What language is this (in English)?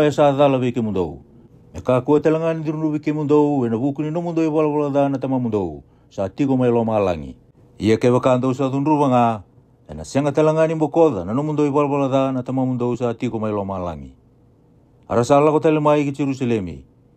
Fijian